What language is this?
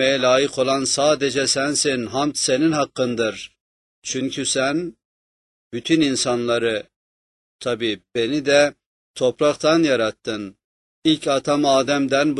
Turkish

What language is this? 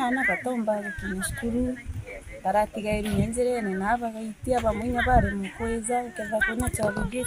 Meru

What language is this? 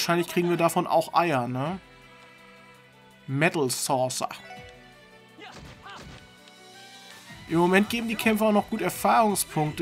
German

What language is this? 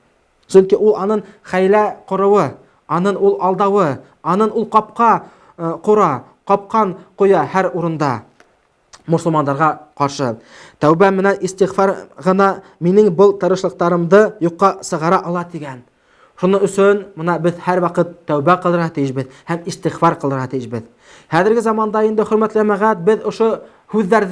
Bashkir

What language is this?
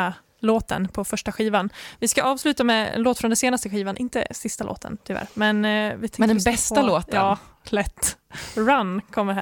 Swedish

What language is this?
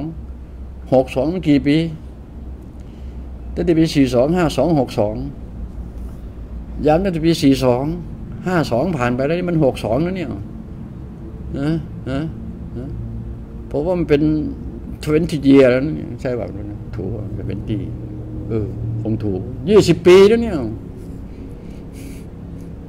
Thai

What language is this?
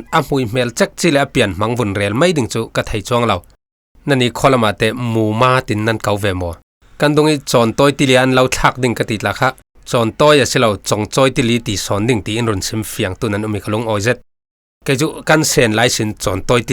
Falam Chin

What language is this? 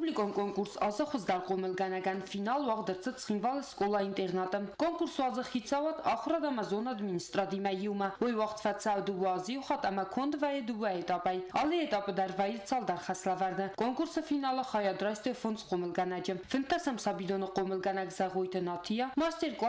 Ossetic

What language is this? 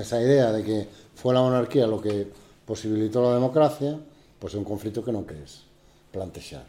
Galician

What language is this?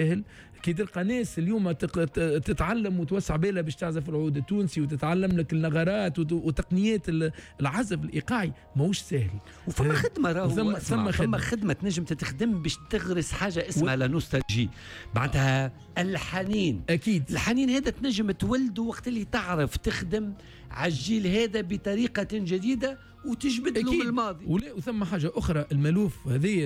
Tunisian Arabic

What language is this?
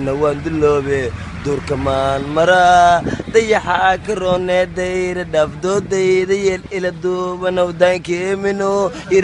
Somali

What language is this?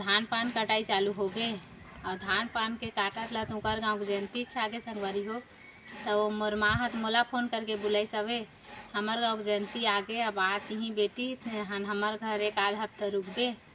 Chhattisgarhi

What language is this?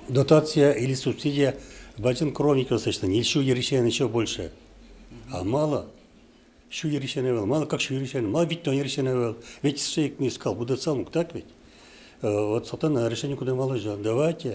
Udmurt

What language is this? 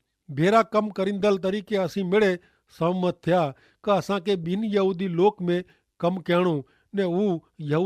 Kachhi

